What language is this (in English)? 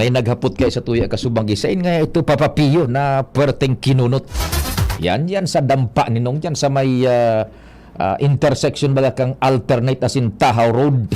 Bikol